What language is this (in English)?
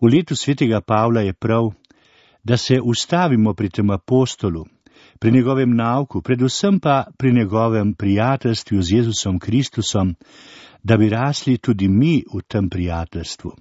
Slovenian